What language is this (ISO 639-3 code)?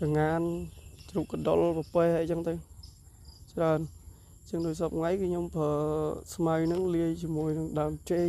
khm